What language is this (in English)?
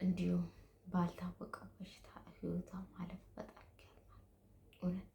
Amharic